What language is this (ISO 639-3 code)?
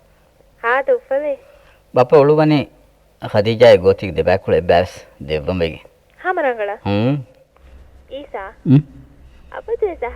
div